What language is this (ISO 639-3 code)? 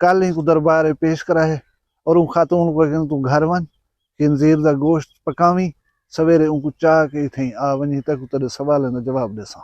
skr